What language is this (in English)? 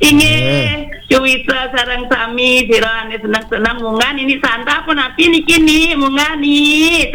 Balinese